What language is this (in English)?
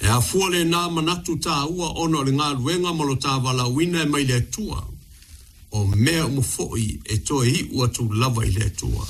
Samoan